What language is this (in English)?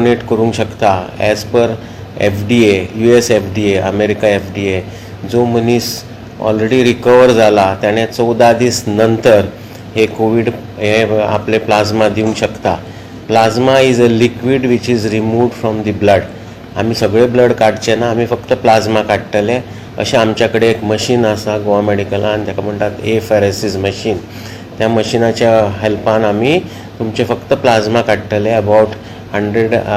Konkani